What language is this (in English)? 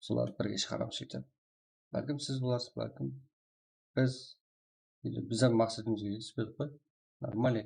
Kara-Kalpak